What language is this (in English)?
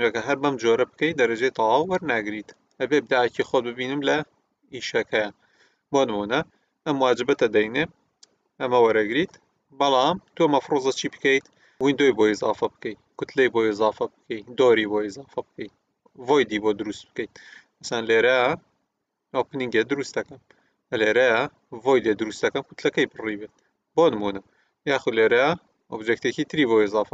Central Kurdish